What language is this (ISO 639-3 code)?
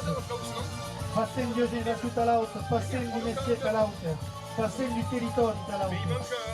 oci